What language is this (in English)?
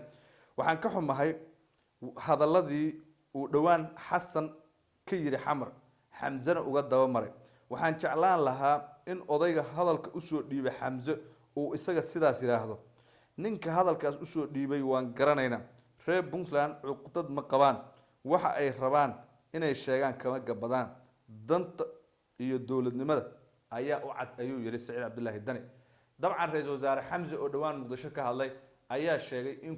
Somali